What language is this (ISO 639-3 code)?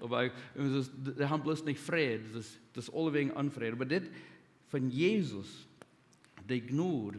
pdt